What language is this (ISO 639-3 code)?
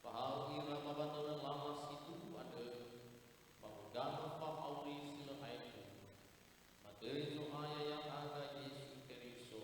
nia